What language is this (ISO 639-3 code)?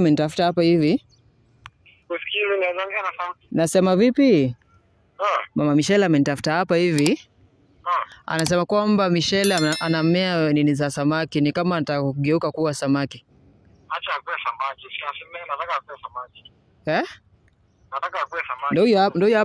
swa